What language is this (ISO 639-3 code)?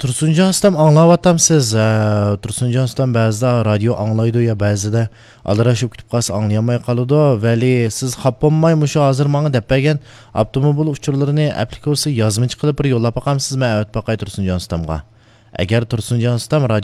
uig